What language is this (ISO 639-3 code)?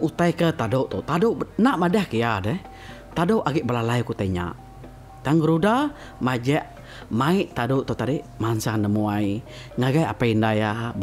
iba